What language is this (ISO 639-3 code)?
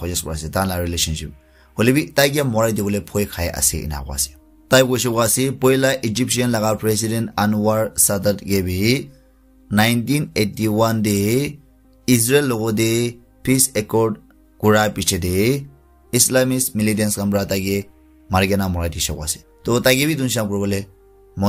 nag